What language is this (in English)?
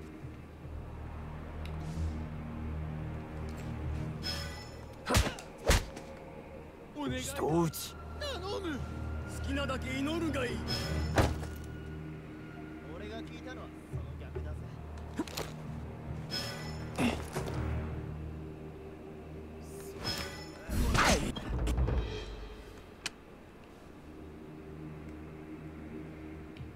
Japanese